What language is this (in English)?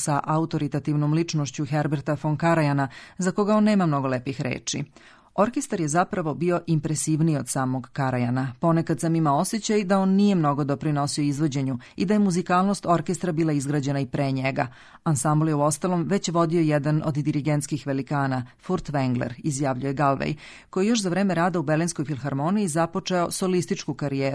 Serbian